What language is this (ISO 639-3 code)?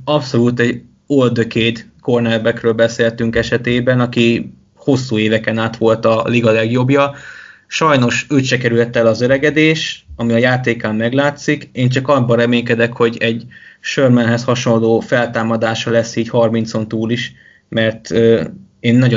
hun